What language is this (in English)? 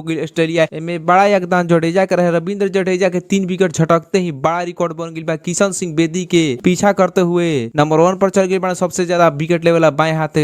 Bhojpuri